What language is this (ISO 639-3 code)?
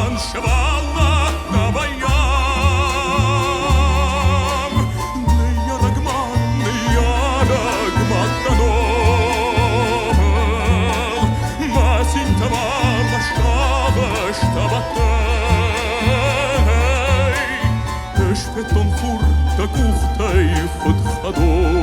oss